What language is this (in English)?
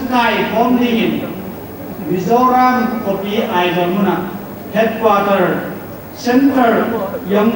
Paite Chin